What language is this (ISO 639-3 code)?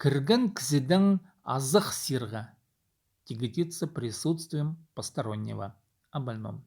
kjh